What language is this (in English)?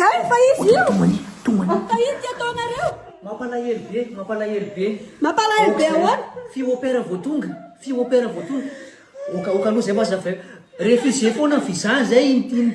Malagasy